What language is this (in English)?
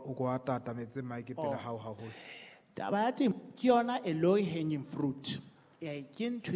Southern Sotho